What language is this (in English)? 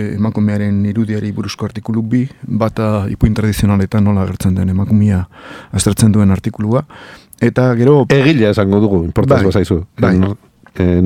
Basque